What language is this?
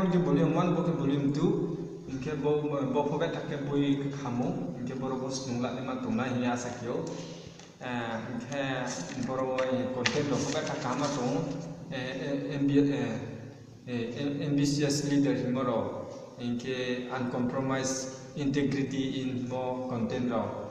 Riang (India)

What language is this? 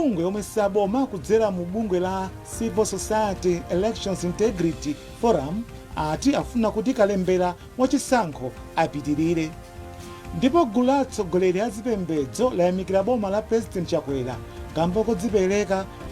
Nyanja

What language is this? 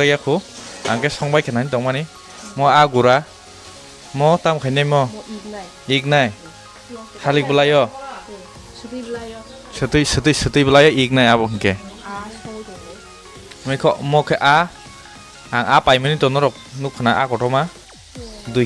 Kok Borok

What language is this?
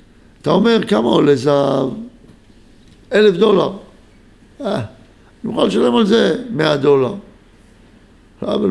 Hebrew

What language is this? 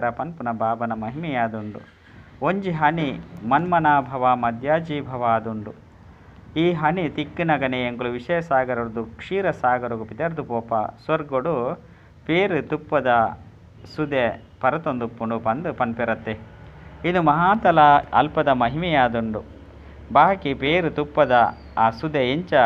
Tulu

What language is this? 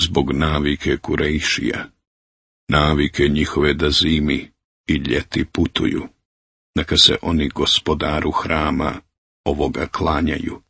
Serbian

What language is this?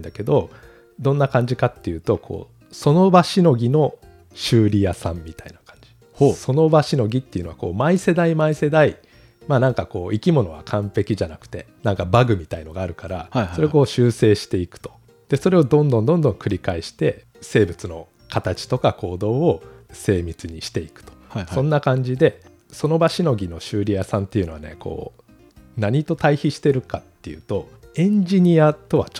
Japanese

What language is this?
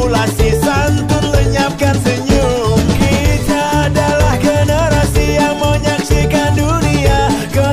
Indonesian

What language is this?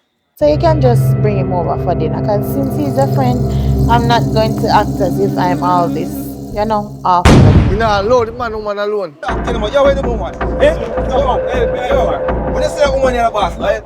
Jamaican Creole English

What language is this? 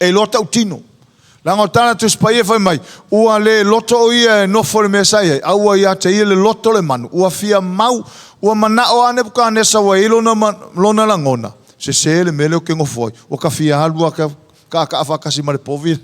Samoan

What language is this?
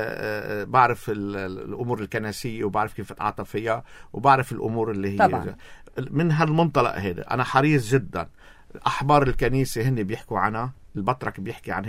North Levantine Arabic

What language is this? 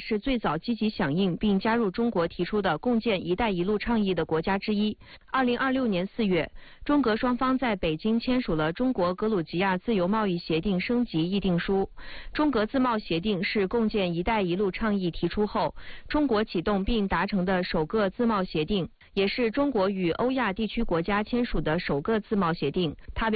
Chinese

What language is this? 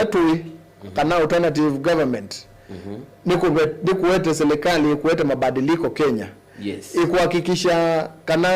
Kamba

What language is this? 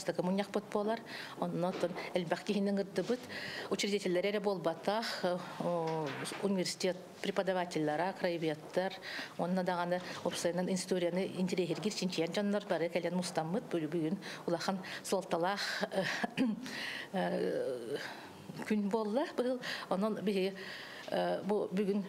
Yakut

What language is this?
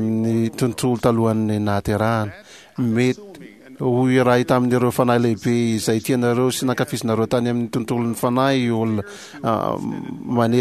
Malagasy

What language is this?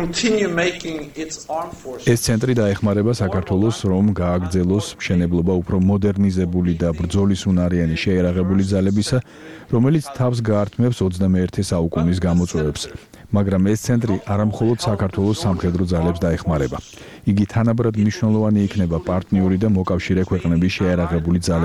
Georgian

